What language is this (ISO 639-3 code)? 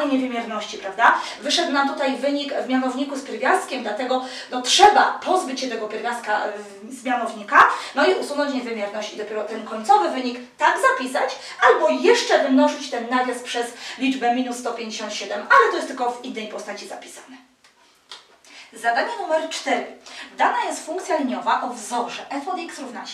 pol